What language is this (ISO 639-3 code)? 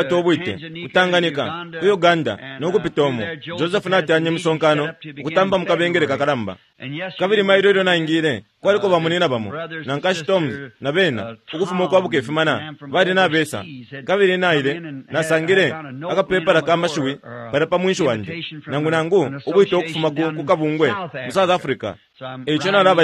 bem